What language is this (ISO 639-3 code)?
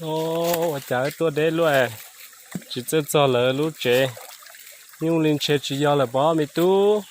hmn